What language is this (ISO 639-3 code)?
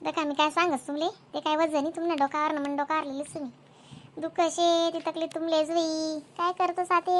khn